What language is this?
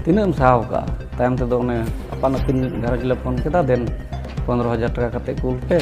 Santali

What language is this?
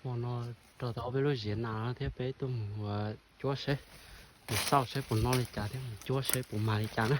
Hmong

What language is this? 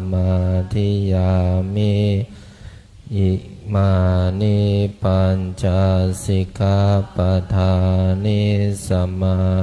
Pali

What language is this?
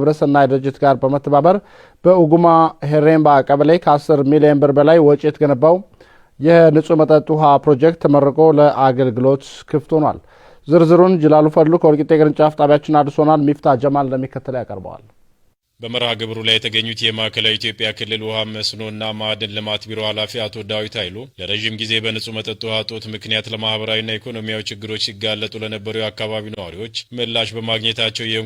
Amharic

